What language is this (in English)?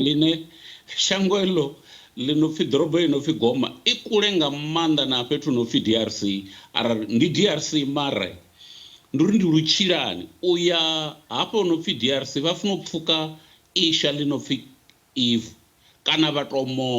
Venda